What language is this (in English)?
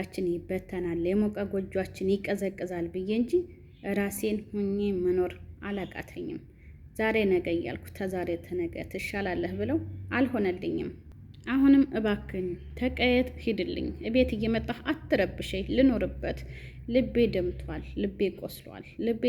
Amharic